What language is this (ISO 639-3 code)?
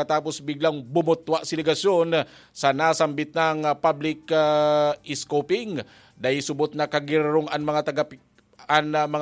bik